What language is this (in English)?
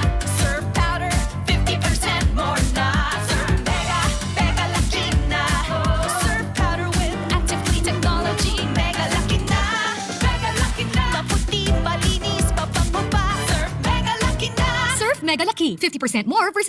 Bikol